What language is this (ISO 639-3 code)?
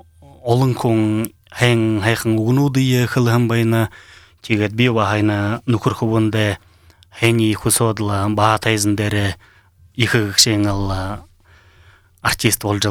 bua